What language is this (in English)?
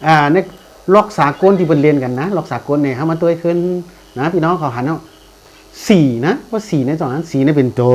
Shan